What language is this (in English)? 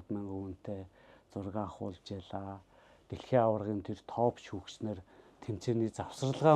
Mongolian